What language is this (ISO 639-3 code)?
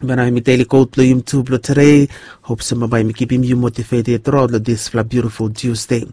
bis